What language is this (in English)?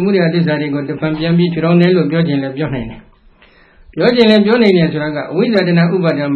Burmese